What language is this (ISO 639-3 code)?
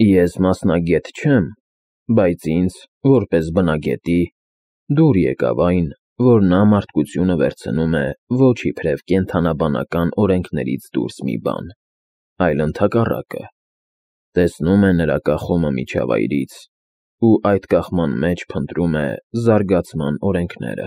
hye